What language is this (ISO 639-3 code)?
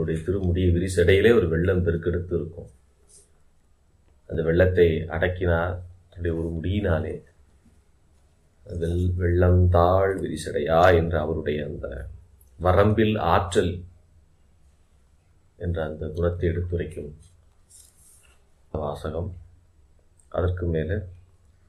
tam